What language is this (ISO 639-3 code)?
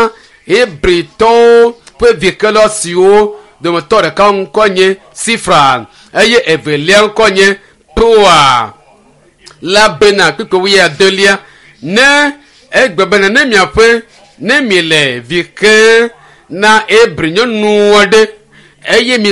ewe